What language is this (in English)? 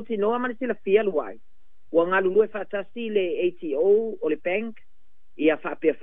Samoan